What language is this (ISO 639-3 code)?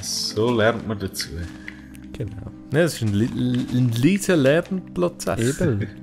gsw